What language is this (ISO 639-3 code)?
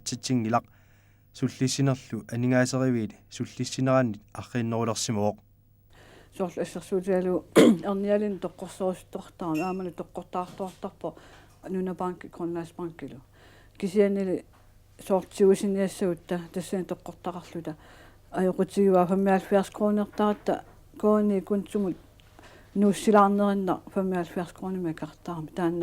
kal